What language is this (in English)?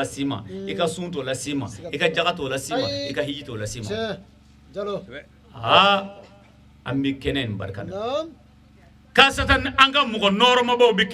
Bambara